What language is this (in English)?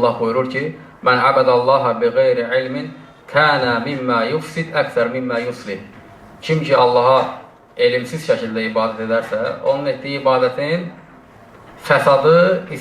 Azerbaijani